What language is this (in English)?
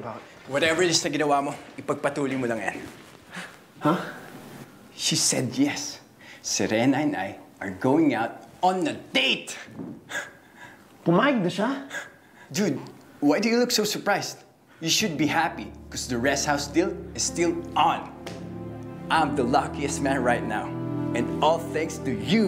Filipino